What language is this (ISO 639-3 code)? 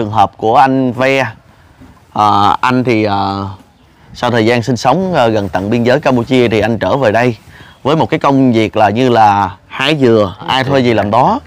vie